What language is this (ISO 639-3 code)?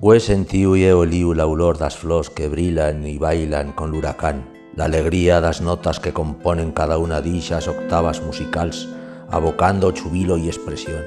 arg